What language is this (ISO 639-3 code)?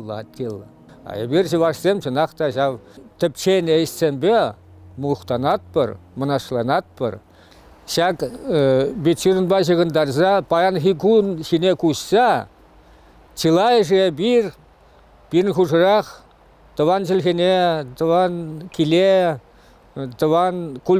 chv